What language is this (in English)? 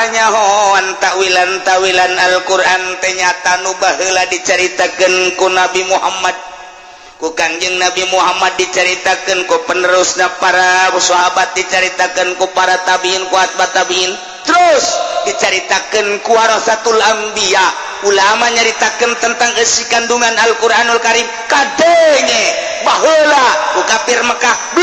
Sundanese